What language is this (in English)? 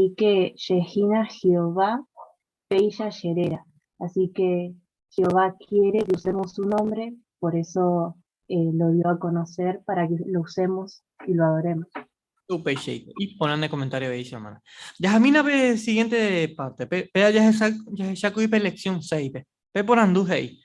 Guarani